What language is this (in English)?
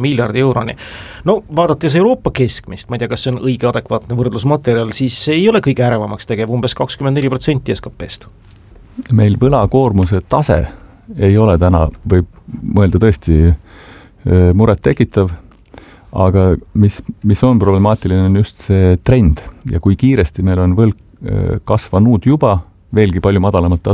Estonian